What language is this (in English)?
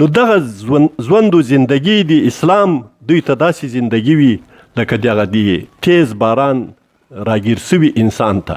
Pashto